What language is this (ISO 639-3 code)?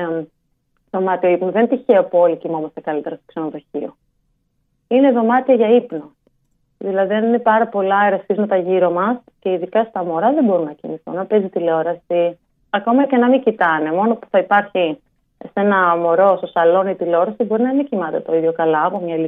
ell